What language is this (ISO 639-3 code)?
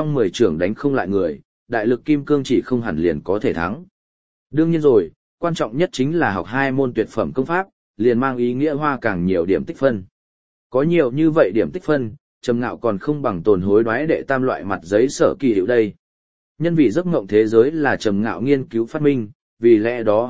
vie